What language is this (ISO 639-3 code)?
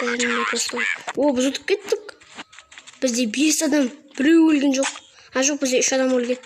kaz